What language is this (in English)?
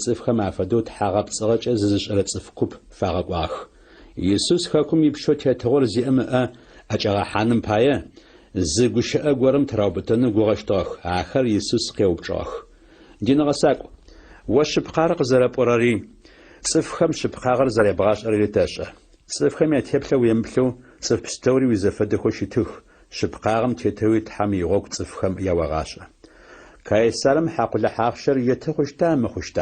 Adyghe